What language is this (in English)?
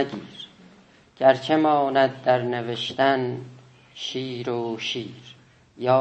South Azerbaijani